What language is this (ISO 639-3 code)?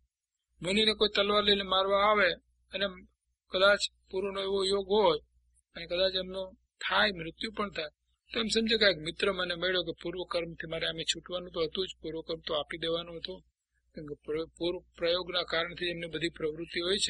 guj